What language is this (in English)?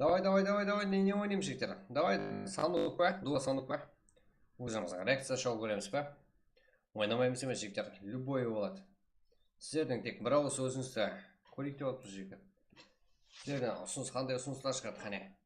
Kara-Kalpak